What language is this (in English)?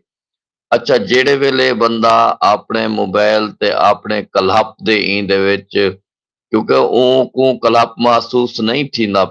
Saraiki